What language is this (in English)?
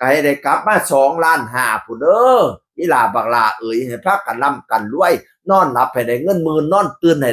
Northeastern Thai